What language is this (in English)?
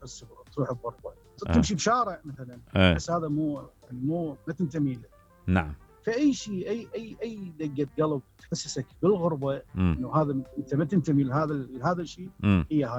Mesopotamian Arabic